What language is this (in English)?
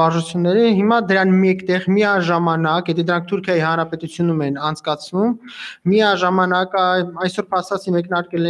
Armenian